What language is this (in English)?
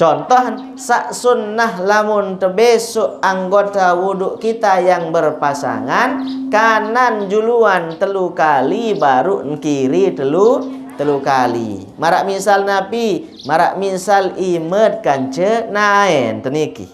Sasak